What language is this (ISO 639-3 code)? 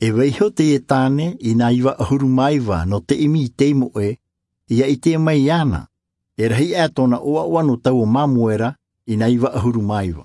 tah